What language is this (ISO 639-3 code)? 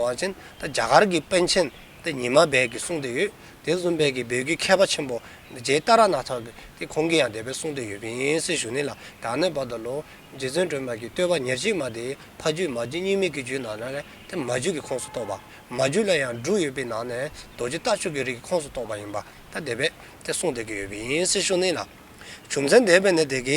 dzo